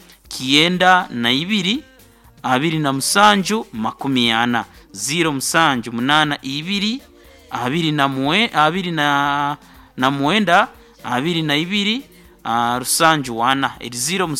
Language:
Nyoro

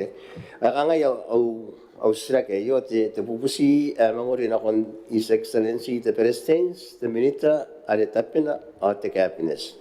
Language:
Gilbertese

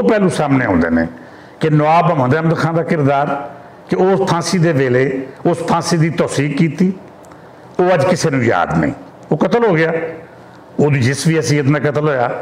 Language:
Western Panjabi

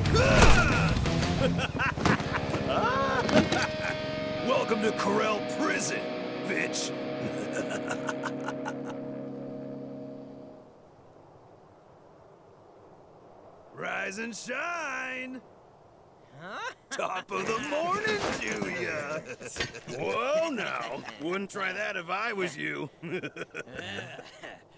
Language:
English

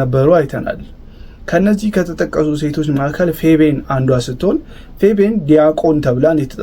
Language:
Amharic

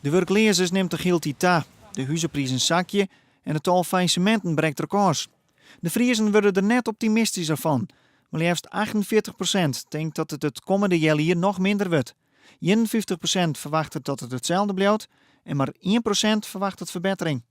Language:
Western Frisian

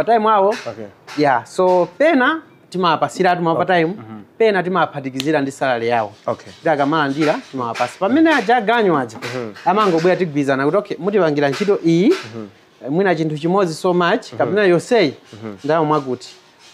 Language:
Nyanja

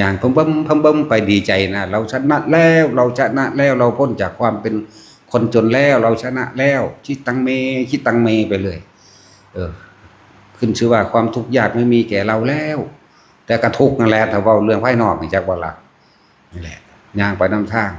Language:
Northeastern Thai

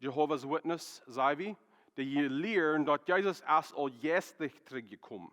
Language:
Plautdietsch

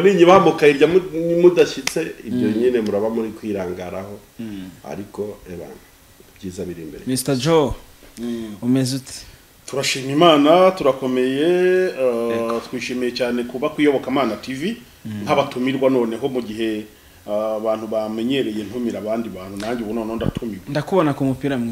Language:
Kinyarwanda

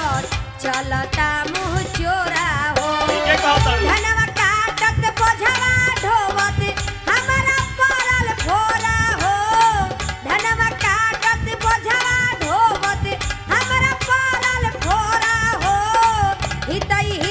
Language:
Bhojpuri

